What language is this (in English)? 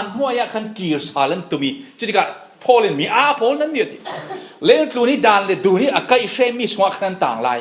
Falam Chin